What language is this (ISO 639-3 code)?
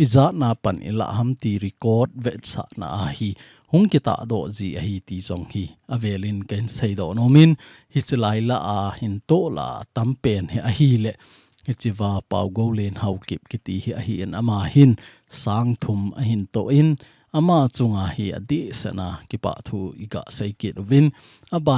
tcz